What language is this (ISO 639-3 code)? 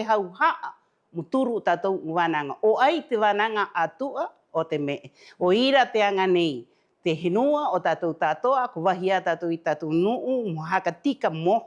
rap